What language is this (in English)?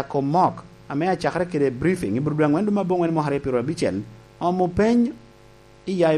Lango (Uganda)